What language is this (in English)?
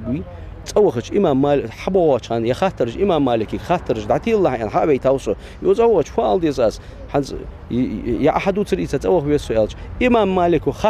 Ingush